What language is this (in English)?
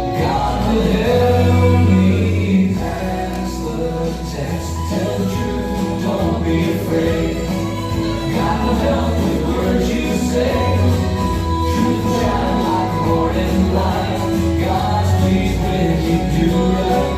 Samoan